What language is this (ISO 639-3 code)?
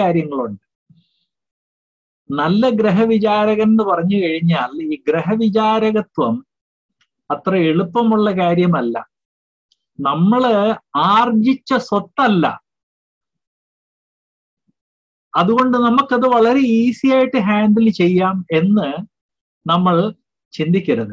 mal